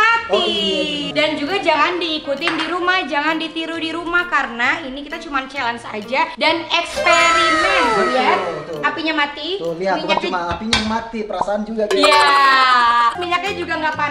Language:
Indonesian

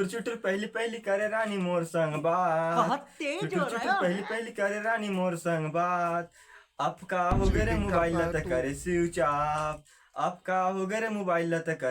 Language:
Chhattisgarhi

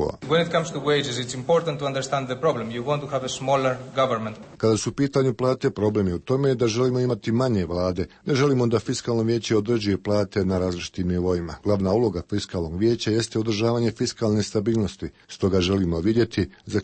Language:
Croatian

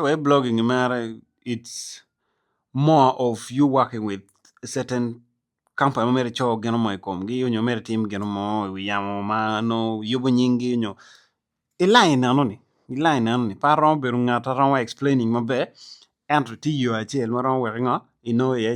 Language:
Acoli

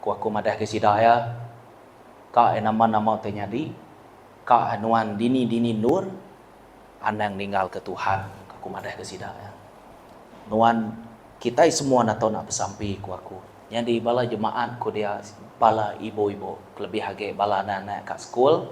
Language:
Iban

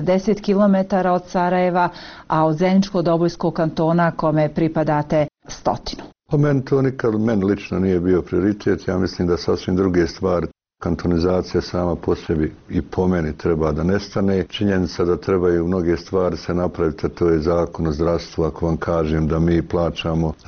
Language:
Bosnian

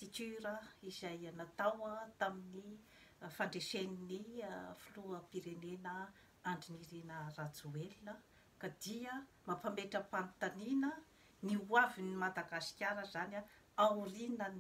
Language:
Malagasy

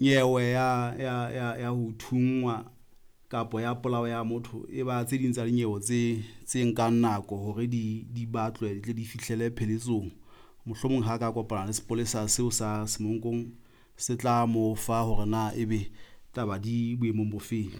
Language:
Southern Sotho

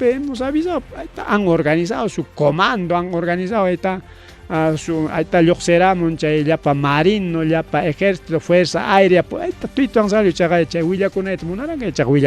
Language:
Ayacucho Quechua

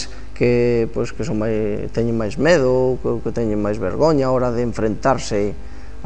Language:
Galician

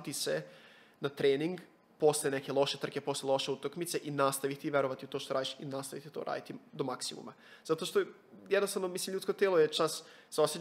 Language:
Serbian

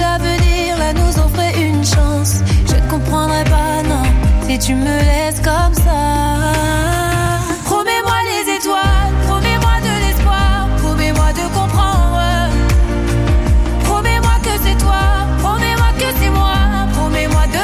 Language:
French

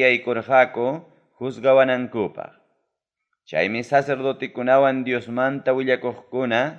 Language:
Ayacucho Quechua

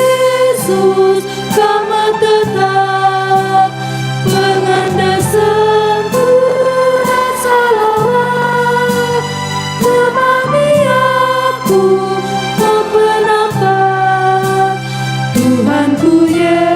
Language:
Batak Karo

